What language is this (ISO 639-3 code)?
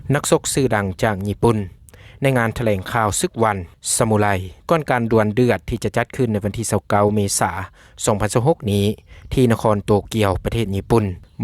lao